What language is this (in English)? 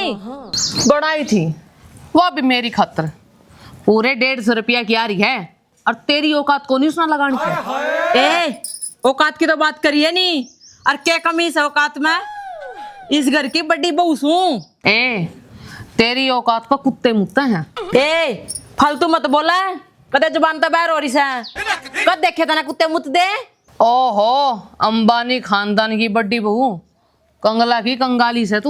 Haryanvi